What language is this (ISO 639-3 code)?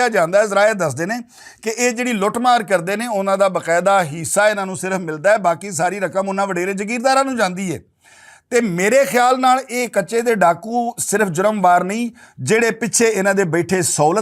lah